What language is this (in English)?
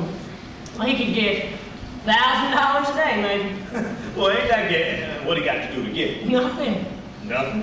English